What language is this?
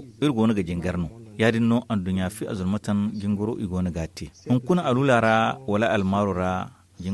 Zarma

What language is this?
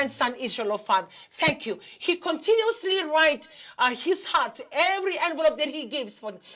Fijian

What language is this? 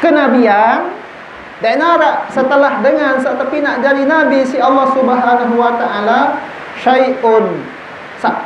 Sasak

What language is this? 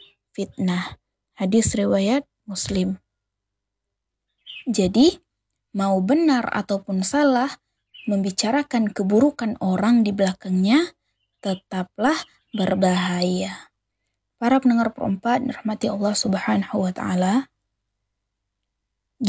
Indonesian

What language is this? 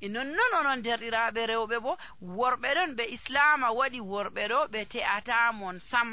Nigerian Fulfulde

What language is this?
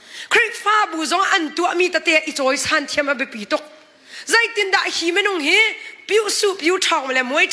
Hakha Chin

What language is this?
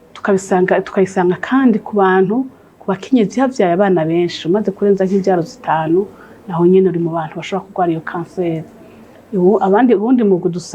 Rundi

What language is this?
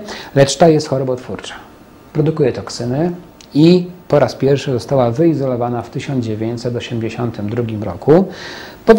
Polish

